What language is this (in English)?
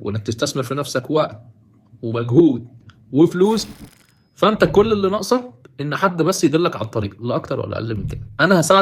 Egyptian Arabic